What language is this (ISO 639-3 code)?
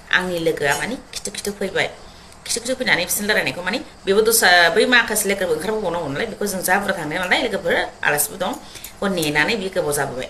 brx